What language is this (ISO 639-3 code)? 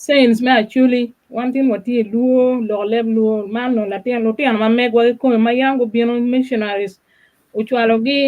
ach